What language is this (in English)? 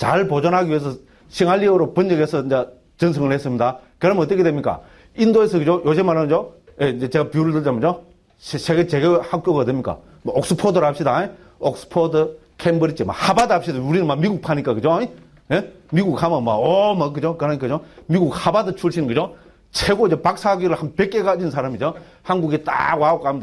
Korean